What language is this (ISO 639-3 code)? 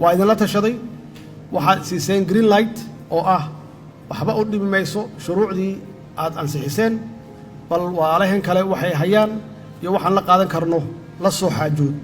som